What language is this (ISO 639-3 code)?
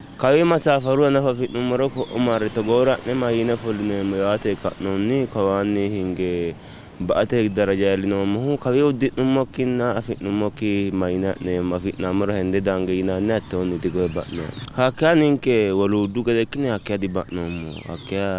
sid